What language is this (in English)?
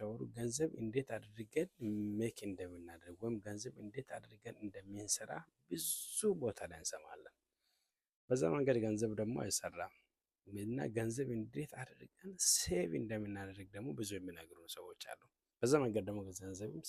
Amharic